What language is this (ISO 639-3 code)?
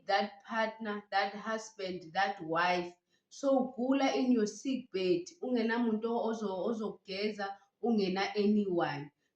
zul